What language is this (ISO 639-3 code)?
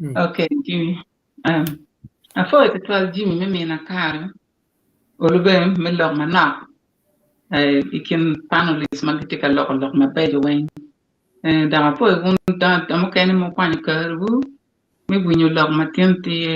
ach